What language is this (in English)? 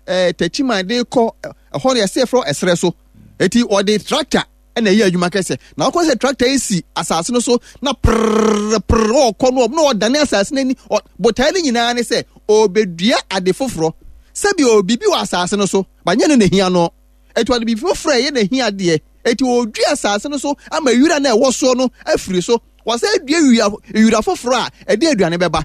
Akan